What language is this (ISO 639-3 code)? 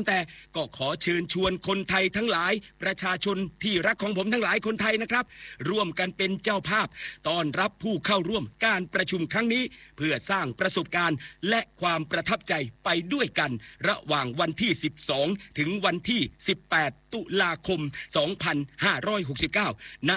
tha